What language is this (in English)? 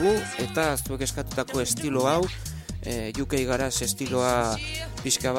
Basque